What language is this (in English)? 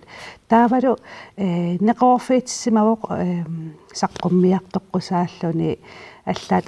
Kalaallisut